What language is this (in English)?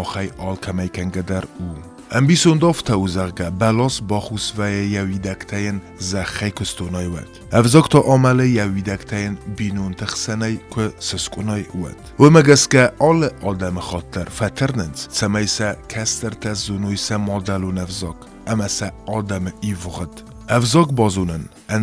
Ossetic